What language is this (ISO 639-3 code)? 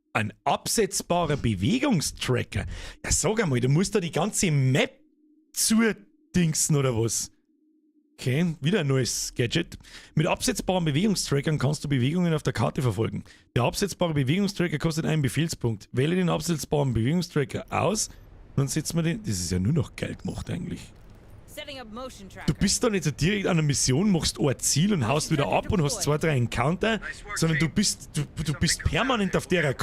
bar